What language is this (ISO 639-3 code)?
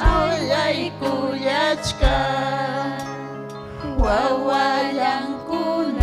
quy